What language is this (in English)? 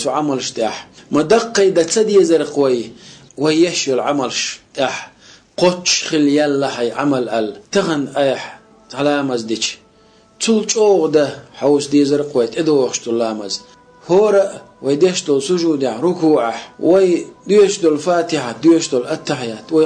Chechen